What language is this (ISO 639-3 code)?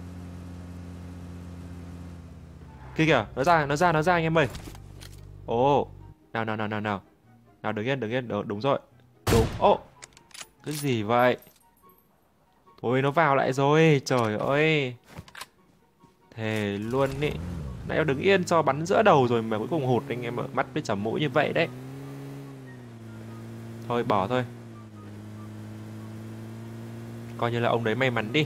vie